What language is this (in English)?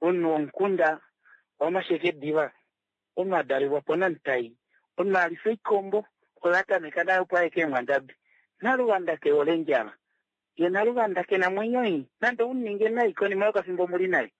Kuanyama